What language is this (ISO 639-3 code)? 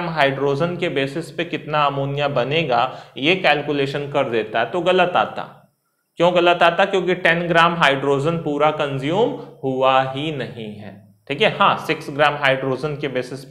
hin